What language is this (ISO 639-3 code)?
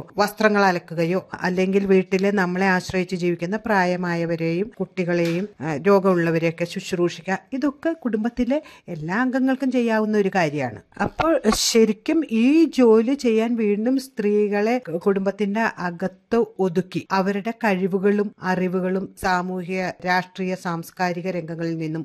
mal